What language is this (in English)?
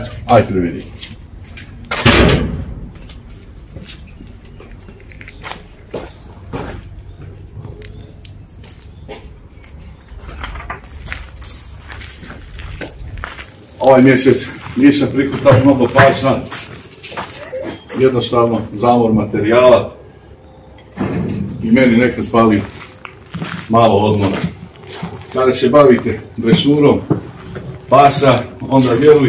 Croatian